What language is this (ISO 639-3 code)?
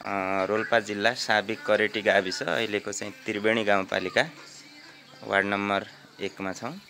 nep